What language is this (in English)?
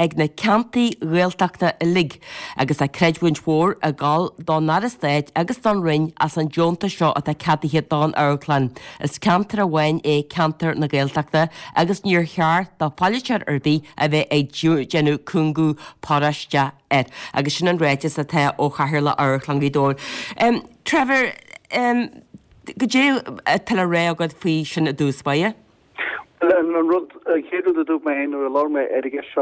Irish